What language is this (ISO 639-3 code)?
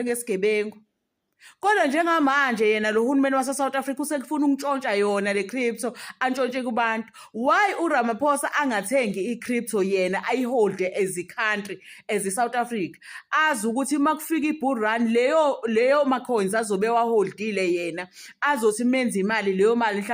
zul